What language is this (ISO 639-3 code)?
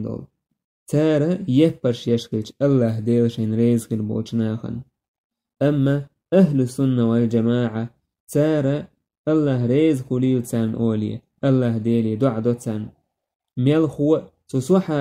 che